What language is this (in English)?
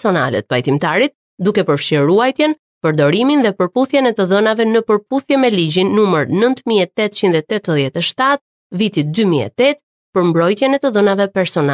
Albanian